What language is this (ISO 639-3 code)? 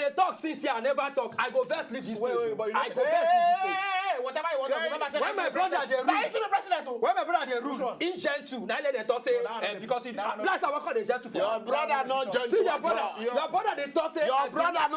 pcm